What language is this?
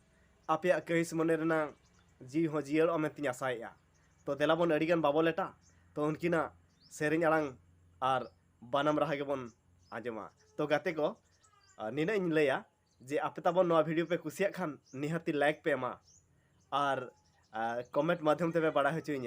Santali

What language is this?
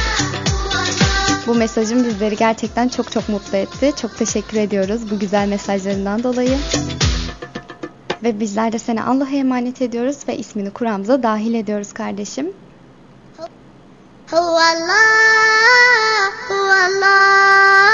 Turkish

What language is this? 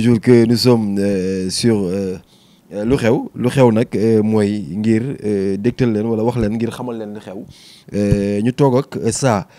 Wolof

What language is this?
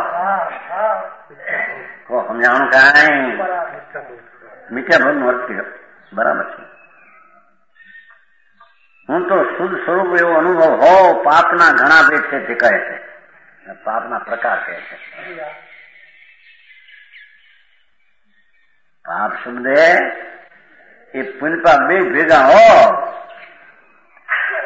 Gujarati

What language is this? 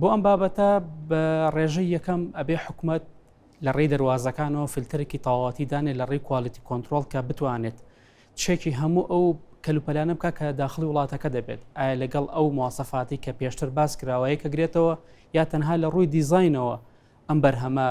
Central Kurdish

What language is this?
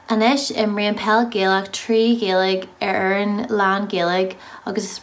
Irish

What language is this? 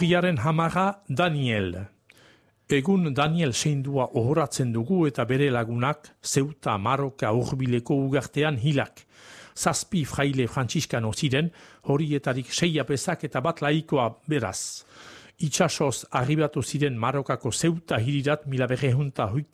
Basque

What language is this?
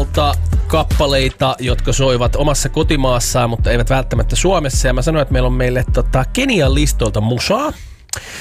Finnish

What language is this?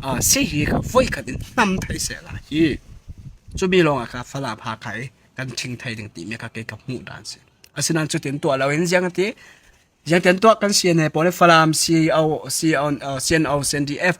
Falam Chin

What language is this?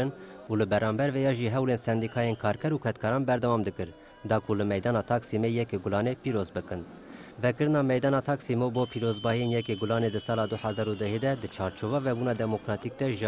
Kurdish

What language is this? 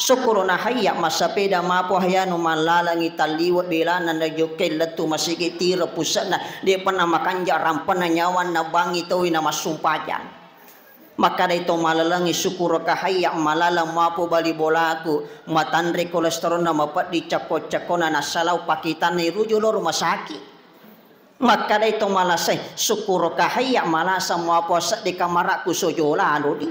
Buginese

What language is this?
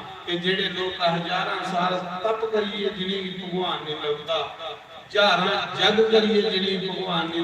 Dogri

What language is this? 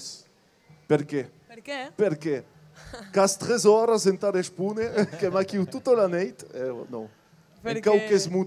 Occitan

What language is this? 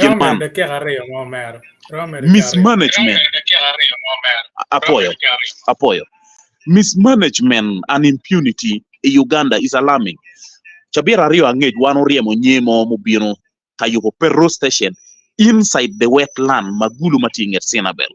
Acoli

